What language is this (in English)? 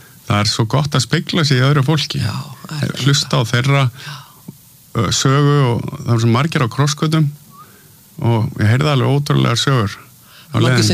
Icelandic